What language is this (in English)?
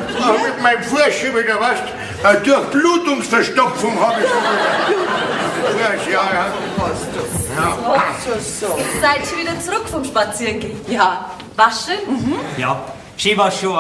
Bavarian